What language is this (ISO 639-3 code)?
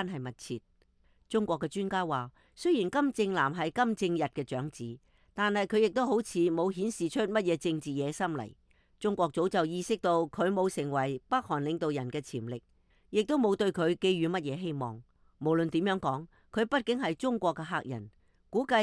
yue